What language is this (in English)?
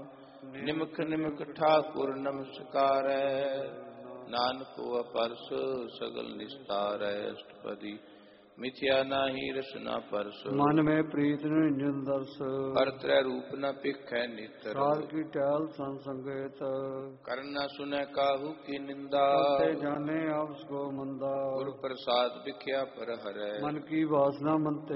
Punjabi